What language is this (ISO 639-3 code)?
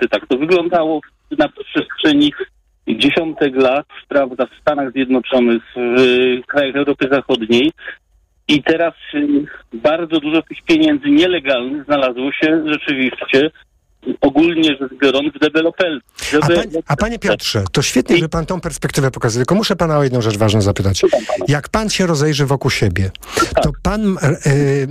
pol